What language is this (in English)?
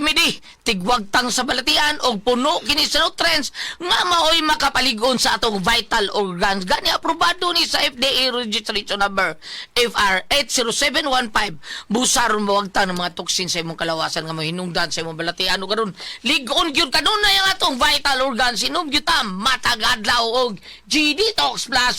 Cebuano